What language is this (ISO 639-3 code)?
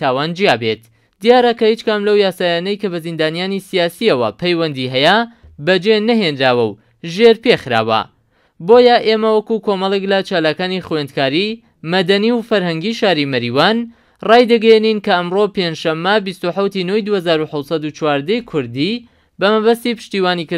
ckb